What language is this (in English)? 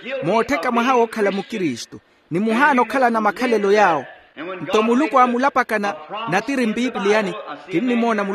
Makhuwa